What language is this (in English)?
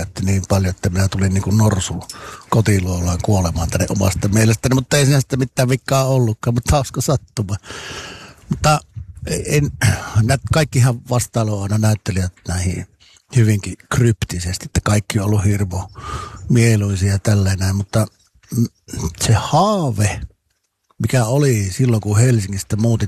Finnish